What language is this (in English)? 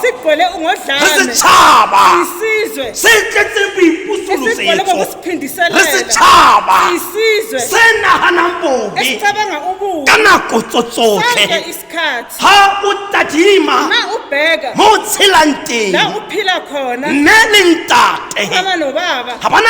Southern Sotho